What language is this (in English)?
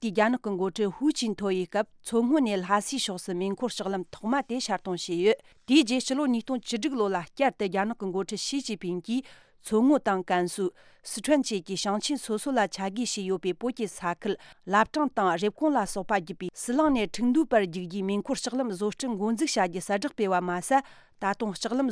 Tibetan